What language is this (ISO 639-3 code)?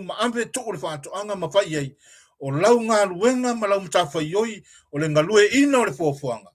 smo